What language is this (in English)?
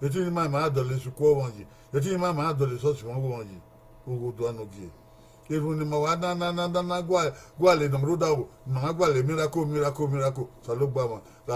Bini